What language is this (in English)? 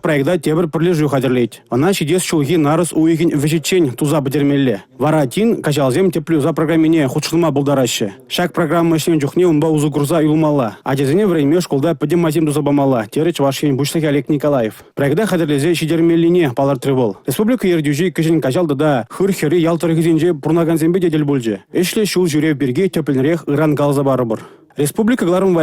Chuvash